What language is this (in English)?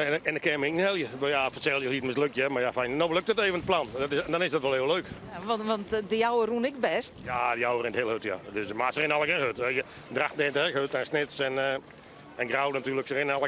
Western Frisian